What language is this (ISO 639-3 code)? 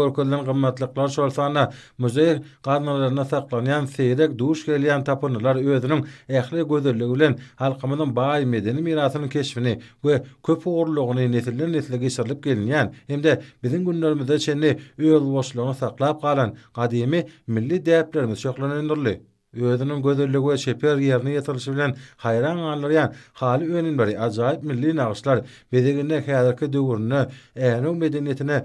tuk